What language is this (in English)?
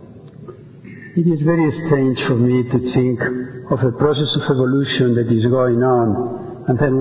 English